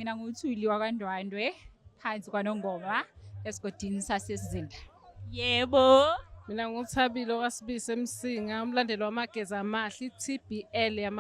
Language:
Zulu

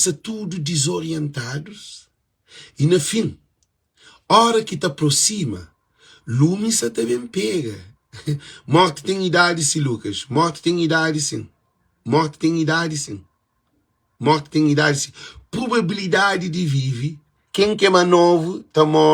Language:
Kabuverdianu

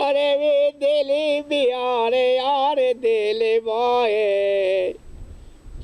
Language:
Persian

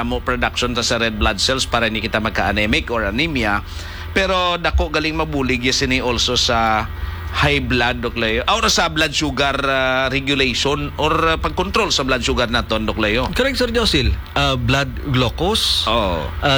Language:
Hiligaynon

